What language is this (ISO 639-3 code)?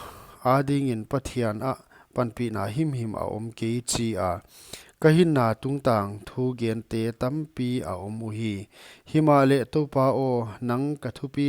pck